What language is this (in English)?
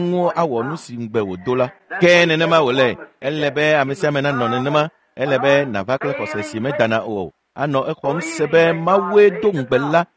Ewe